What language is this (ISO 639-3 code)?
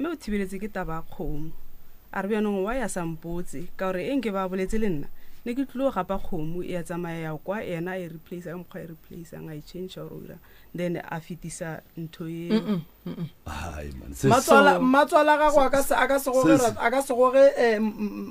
nso